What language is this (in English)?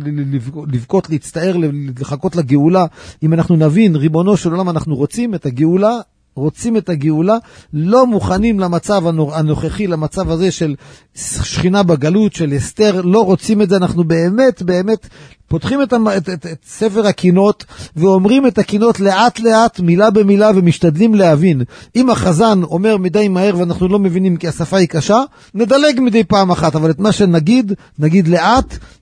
Hebrew